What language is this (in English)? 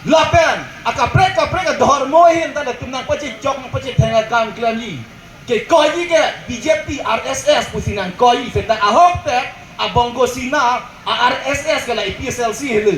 Karbi